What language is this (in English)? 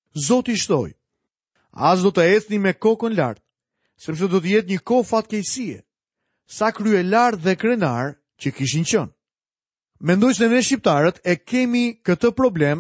Albanian